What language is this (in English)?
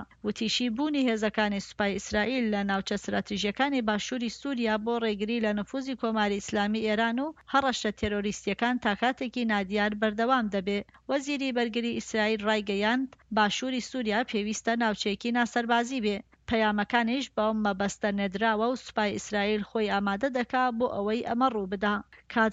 Central Kurdish